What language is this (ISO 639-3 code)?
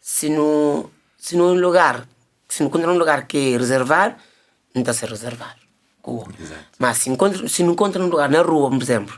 kea